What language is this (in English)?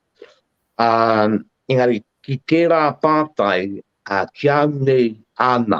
Māori